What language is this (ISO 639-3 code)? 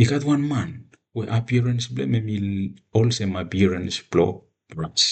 bis